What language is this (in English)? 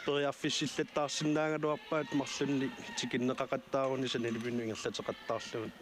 Kalaallisut